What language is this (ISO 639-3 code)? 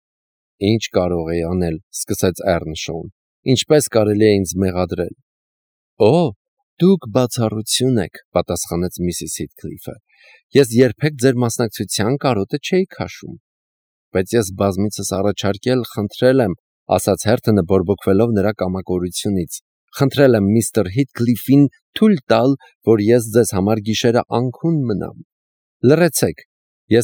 hye